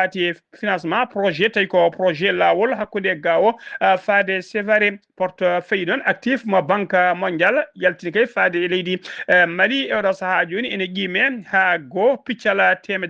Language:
Fula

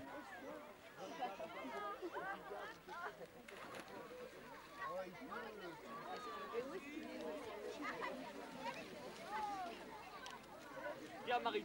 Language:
French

